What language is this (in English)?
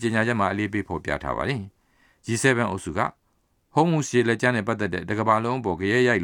Burmese